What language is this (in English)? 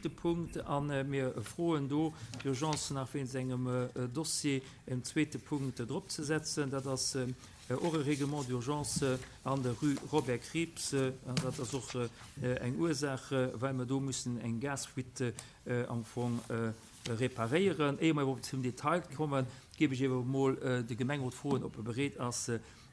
Luxembourgish